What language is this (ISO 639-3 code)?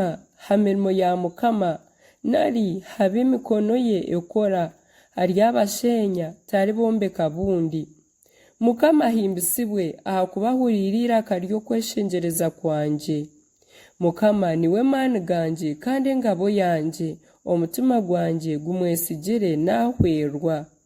nyn